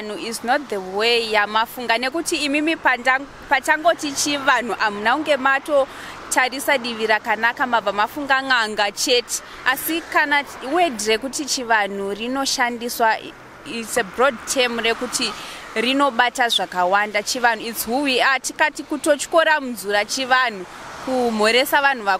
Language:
Shona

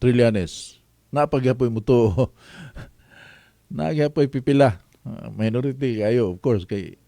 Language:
Cebuano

